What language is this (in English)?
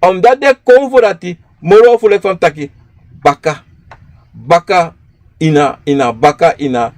Sranan Tongo